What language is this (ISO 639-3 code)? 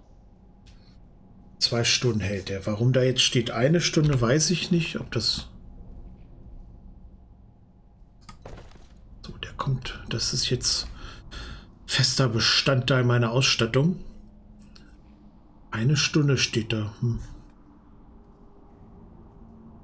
deu